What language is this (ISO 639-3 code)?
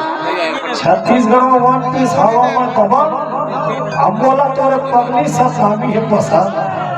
hne